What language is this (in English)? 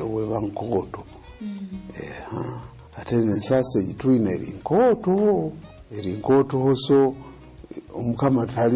Nyoro